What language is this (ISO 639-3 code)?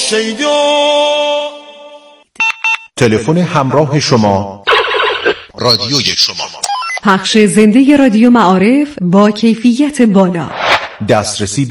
fas